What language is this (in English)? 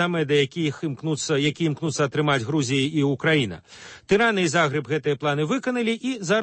Belarusian